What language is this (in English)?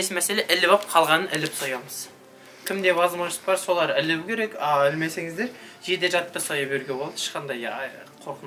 Kazakh